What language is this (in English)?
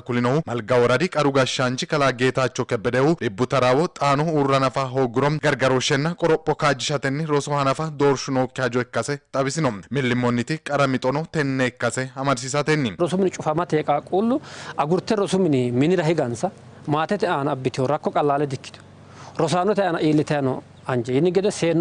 Sidamo